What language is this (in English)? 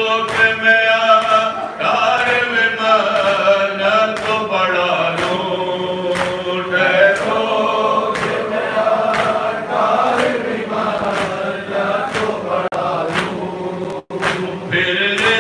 Urdu